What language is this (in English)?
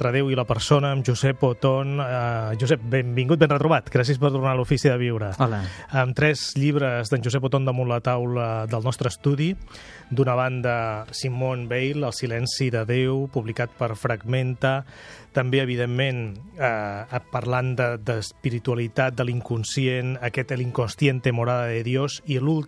Catalan